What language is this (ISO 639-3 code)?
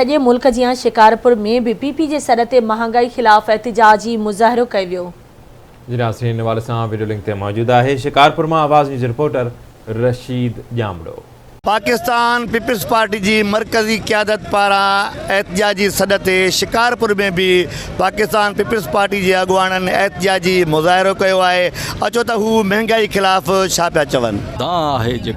snd